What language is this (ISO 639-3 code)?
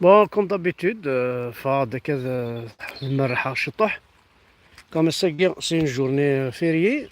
kab